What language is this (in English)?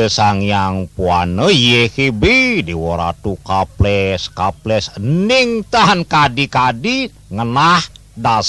Balinese